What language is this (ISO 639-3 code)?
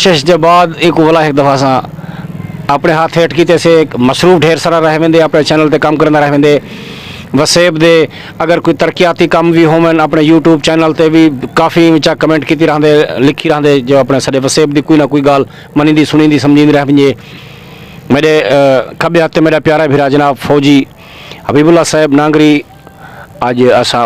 skr